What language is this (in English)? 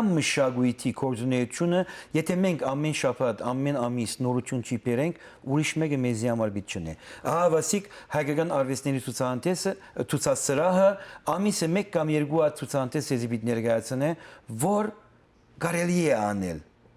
Western Armenian